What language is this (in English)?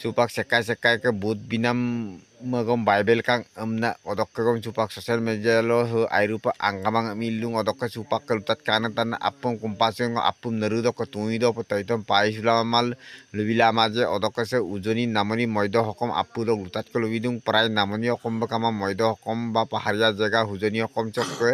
Assamese